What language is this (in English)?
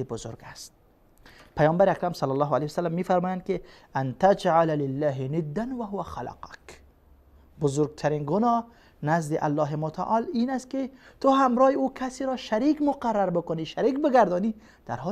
Persian